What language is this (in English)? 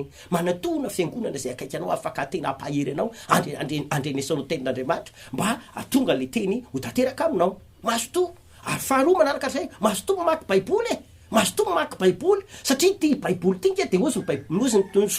Malagasy